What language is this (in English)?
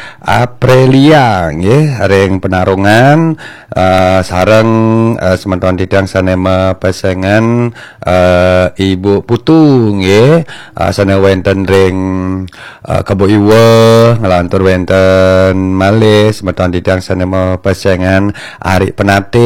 Balinese